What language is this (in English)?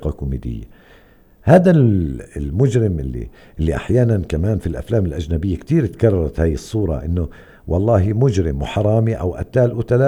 North Levantine Arabic